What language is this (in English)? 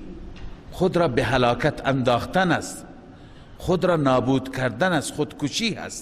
Persian